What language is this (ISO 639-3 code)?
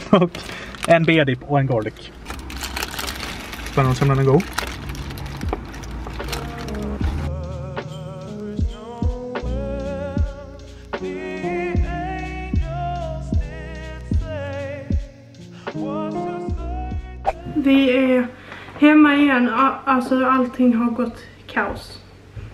swe